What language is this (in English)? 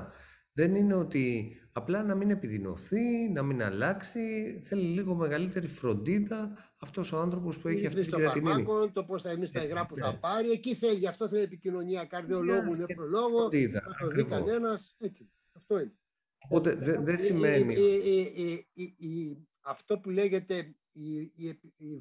Greek